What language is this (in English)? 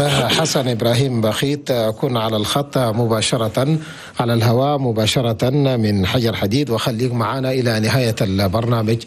Chadian Arabic